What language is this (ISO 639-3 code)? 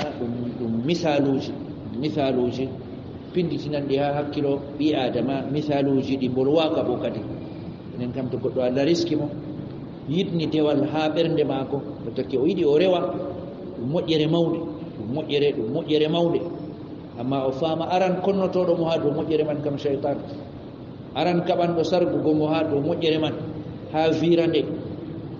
ful